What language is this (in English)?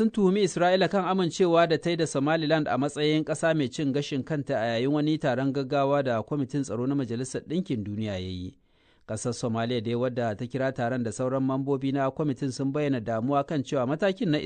Hausa